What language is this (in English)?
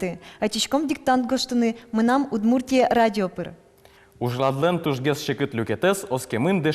Udmurt